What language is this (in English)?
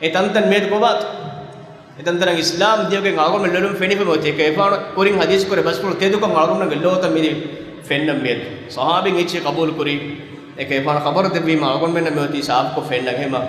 Divehi